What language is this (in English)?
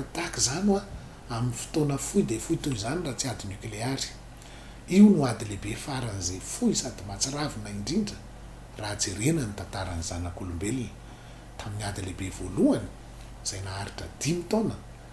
Malagasy